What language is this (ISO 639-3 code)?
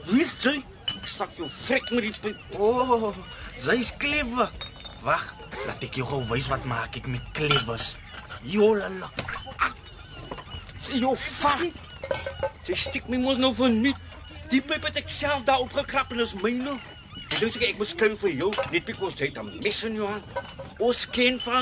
afr